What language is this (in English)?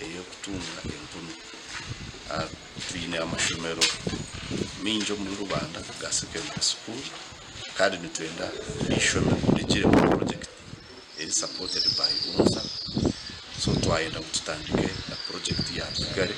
Nyankole